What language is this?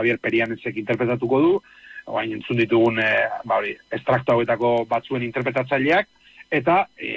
Basque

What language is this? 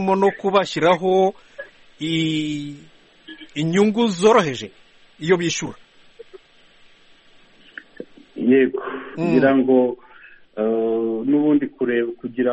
Kinyarwanda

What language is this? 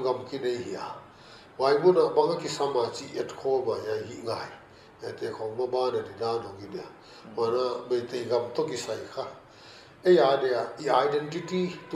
Paite Chin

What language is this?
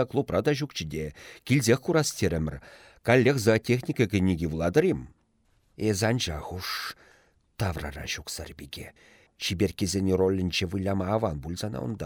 Chuvash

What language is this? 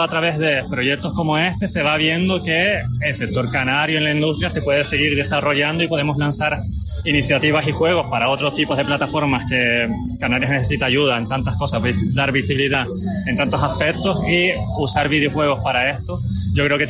Spanish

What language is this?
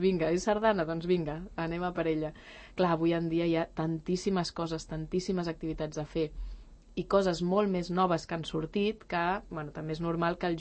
Catalan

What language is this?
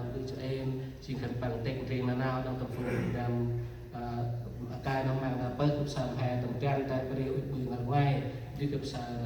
Central Mnong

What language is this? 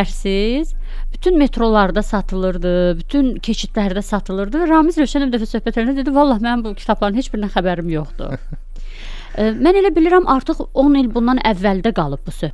Azerbaijani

